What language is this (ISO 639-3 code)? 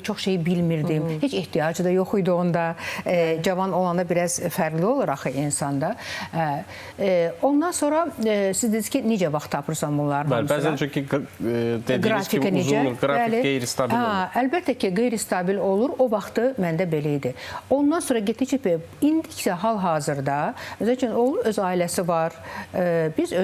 aze